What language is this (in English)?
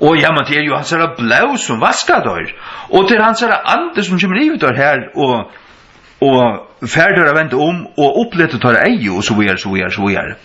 Faroese